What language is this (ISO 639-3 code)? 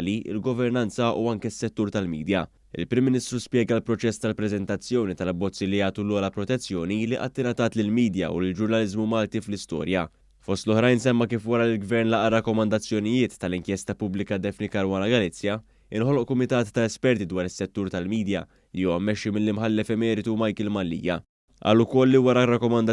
mlt